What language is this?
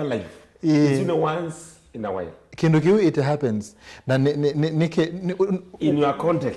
Kamba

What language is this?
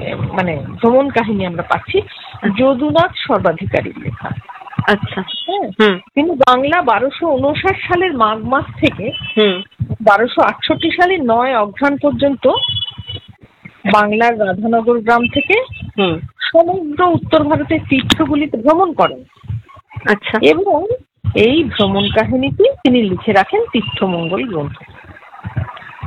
Bangla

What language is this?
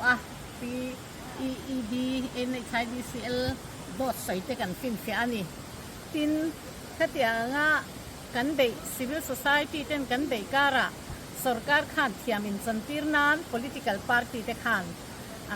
Mizo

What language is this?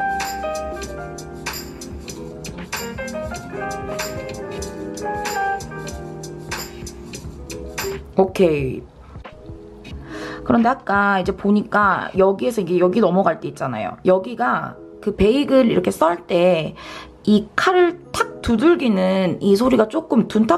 Korean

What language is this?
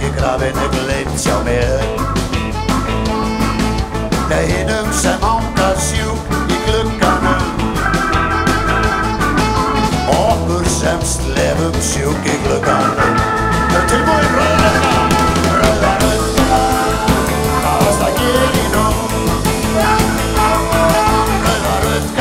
Icelandic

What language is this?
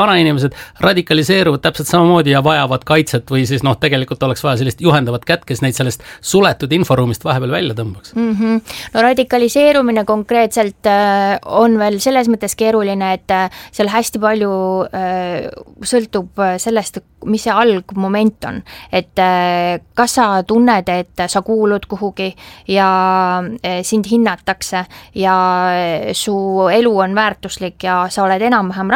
Estonian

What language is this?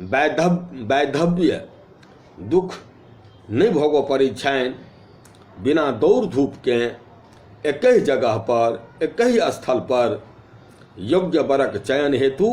Maithili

